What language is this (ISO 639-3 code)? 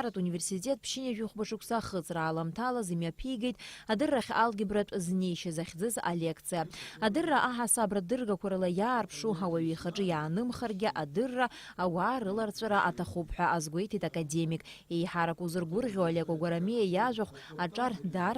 abk